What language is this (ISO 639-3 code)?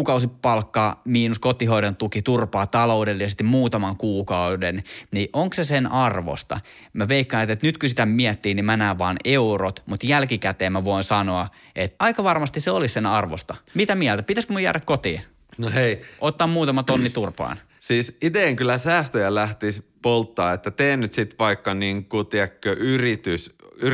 fin